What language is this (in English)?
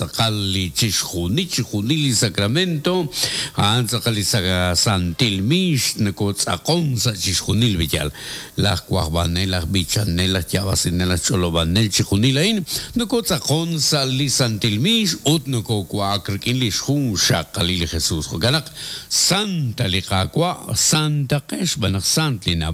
Kekchí